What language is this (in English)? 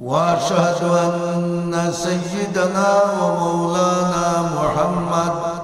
Sylheti